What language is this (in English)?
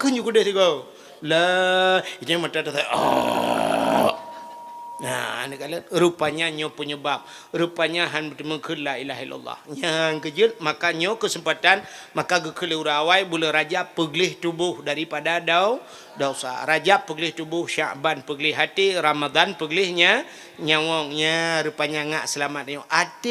Achinese